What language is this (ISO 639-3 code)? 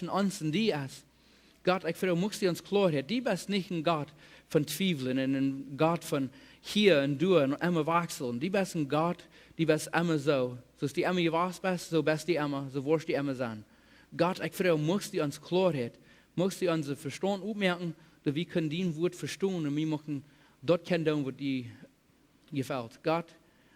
pdt